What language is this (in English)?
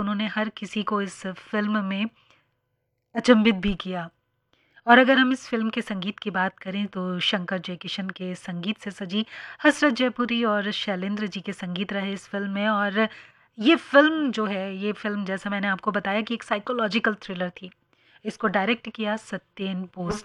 Hindi